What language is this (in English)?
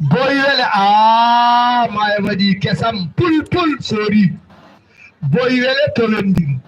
Fula